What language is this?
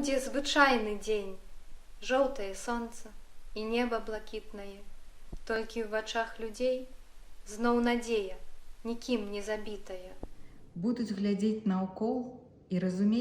Belarusian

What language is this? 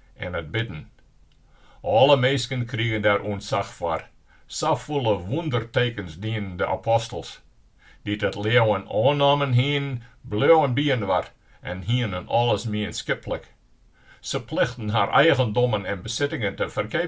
Western Frisian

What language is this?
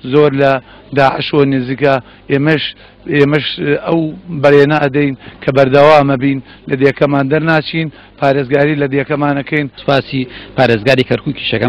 Central Kurdish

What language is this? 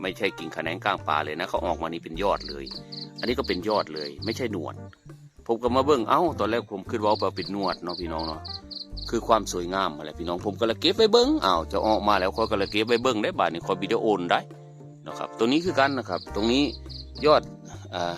Northeastern Thai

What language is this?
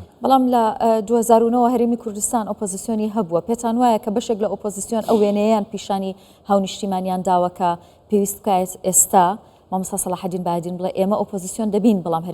Central Kurdish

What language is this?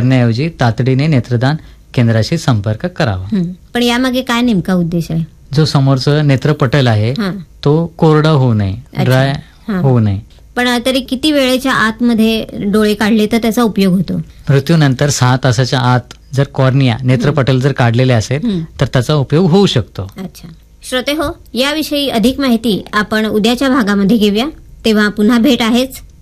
Marathi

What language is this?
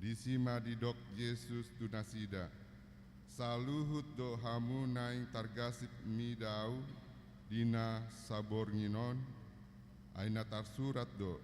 Batak Toba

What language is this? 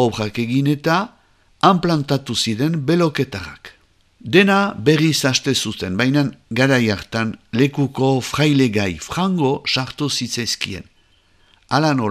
Basque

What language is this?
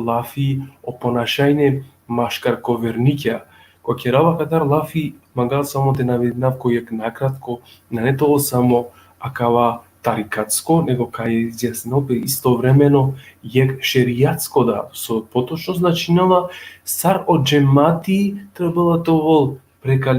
Balkan Romani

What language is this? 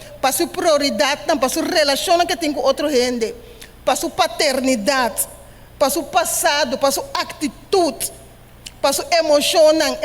Papiamento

